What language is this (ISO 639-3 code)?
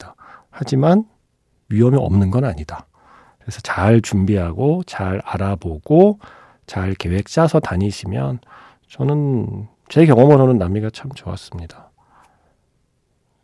kor